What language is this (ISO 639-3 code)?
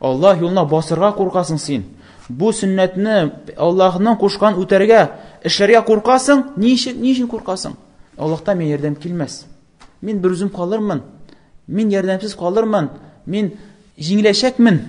tat